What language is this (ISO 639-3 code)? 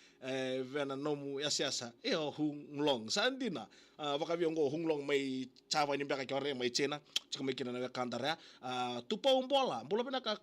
fij